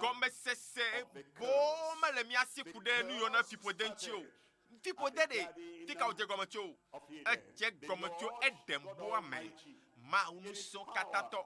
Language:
Ewe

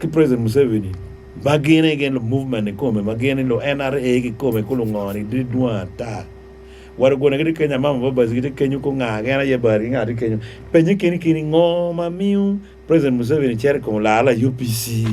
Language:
Acoli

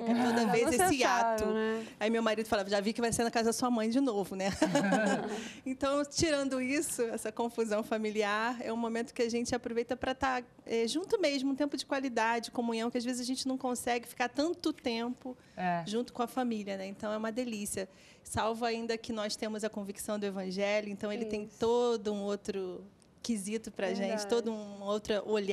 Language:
Portuguese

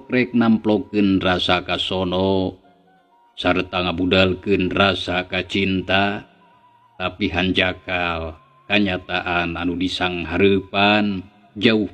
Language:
Sundanese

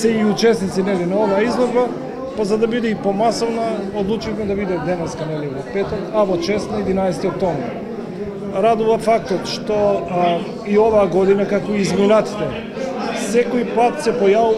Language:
Macedonian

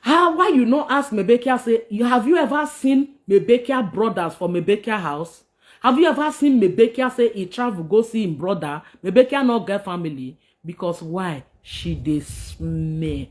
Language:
Nigerian Pidgin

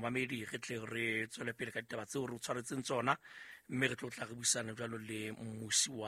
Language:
Southern Sotho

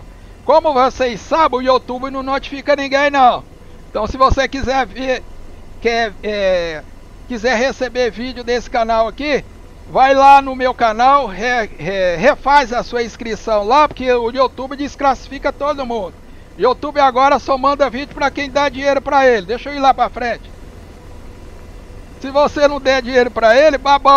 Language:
Portuguese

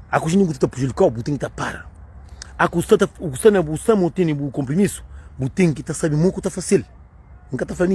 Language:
Kabuverdianu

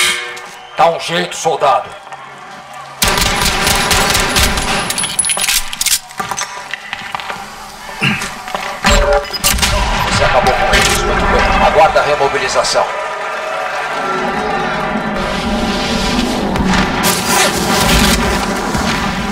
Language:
Portuguese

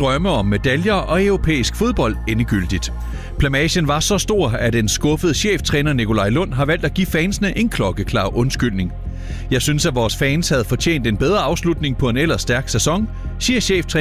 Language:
Danish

